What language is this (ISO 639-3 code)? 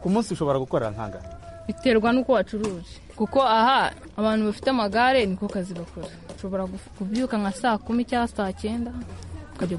kin